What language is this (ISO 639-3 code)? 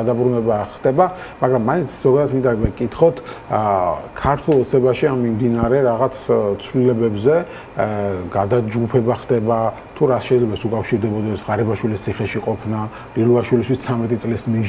kat